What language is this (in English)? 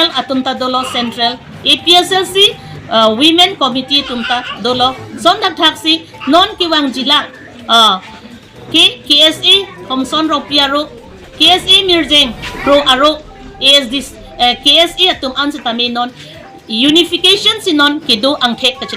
Karbi